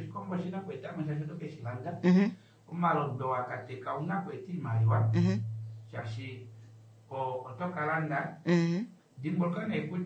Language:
Kuanyama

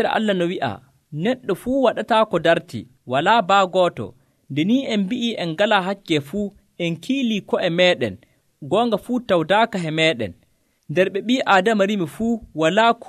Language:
Nigerian Fulfulde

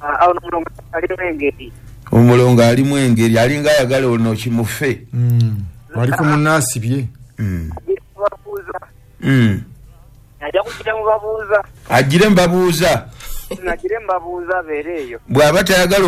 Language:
Ganda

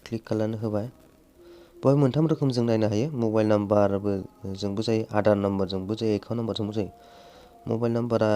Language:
Bodo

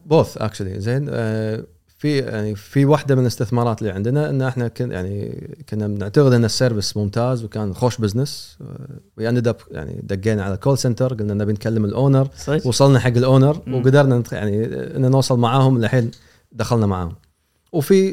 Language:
Gulf Arabic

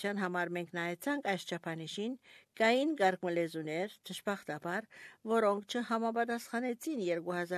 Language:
Armenian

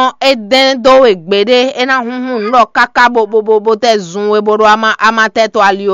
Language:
Fon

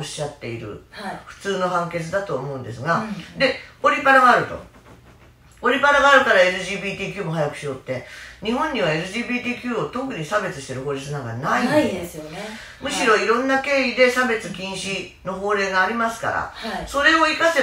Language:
Japanese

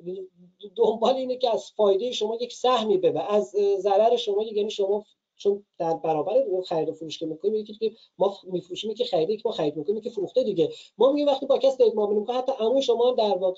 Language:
Persian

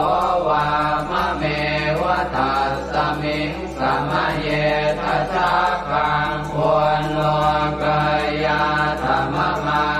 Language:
Pali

